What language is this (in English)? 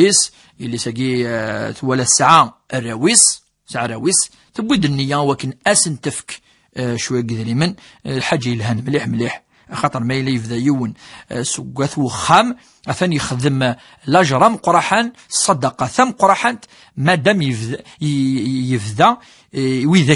Kabyle